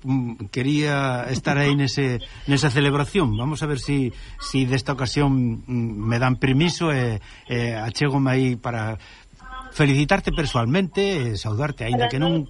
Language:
Galician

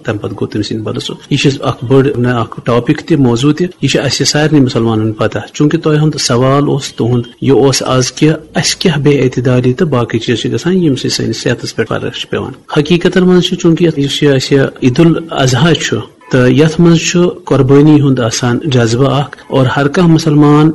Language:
Kashmiri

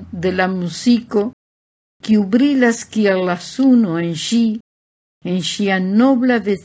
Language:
Esperanto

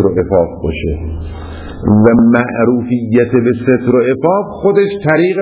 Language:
Persian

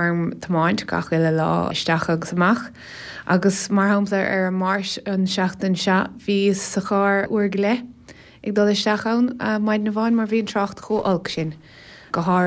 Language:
Irish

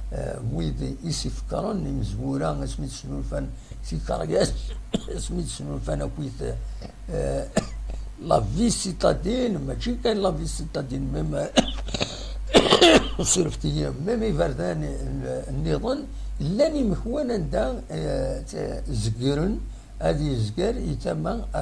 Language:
Kabyle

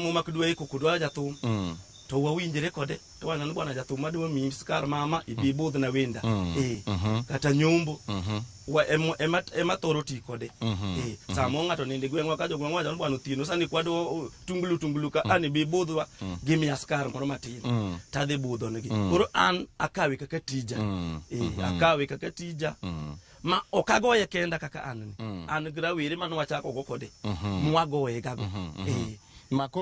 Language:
Luo (Kenya and Tanzania)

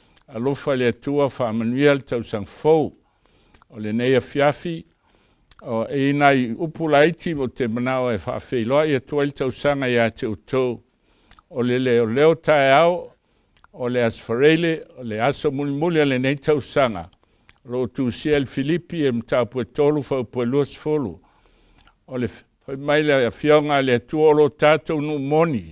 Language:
Samoan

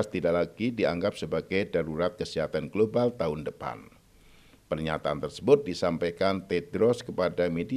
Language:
Indonesian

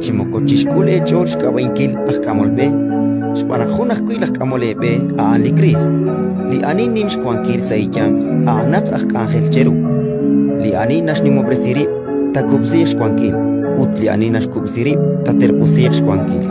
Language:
Kekchí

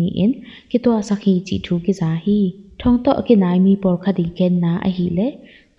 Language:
Tedim Chin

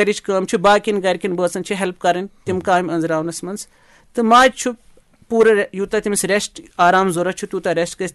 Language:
Kashmiri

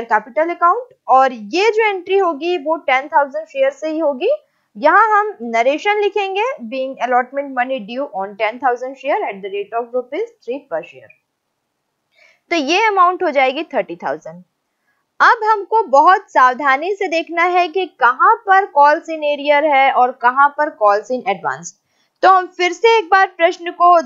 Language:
Hindi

